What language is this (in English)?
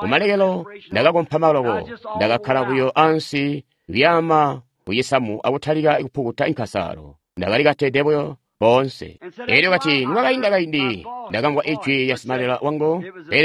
Tonga (Zambia)